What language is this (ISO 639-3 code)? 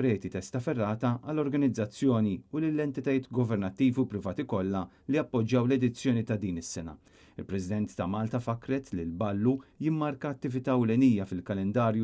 mlt